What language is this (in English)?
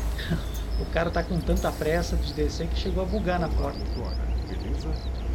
Portuguese